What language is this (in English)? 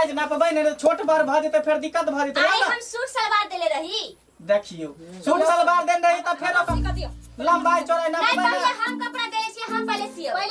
Maithili